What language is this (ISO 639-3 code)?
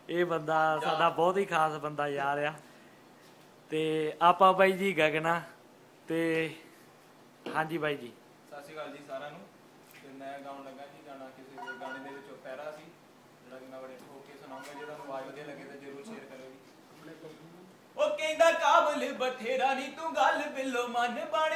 pan